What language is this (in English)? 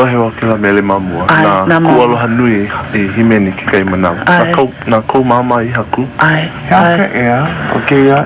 Hawaiian